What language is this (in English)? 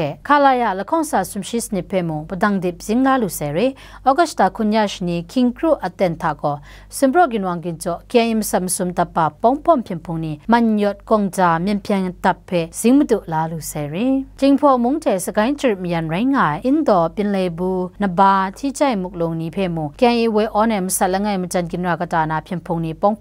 Kachin